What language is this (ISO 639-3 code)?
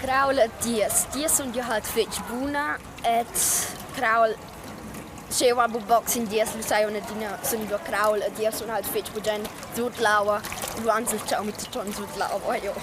roh